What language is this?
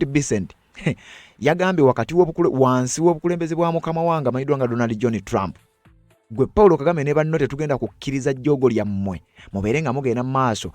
Ganda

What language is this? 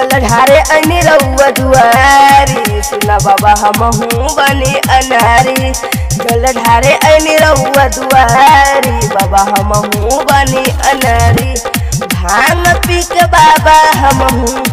Bhojpuri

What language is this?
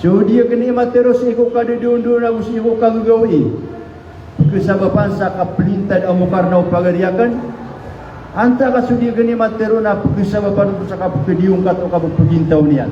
Maranao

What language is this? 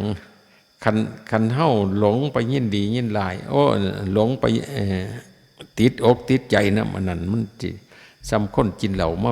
Northeastern Thai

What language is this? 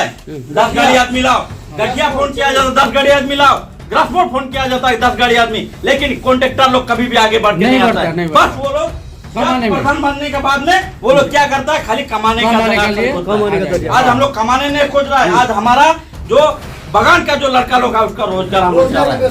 Sadri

